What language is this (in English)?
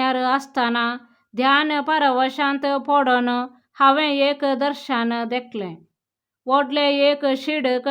Konkani